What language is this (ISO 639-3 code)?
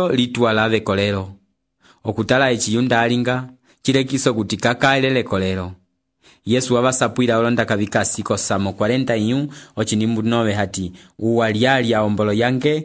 umb